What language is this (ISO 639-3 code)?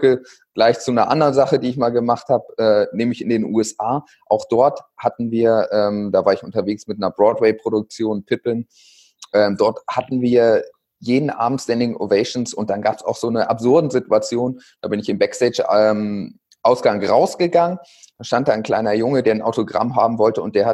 deu